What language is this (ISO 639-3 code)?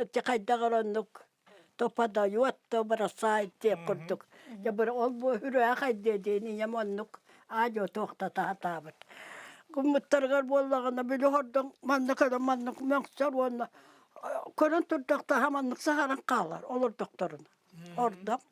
sah